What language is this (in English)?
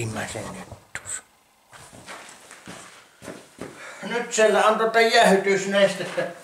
Finnish